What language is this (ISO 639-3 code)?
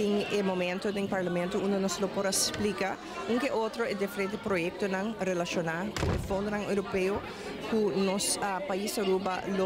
pap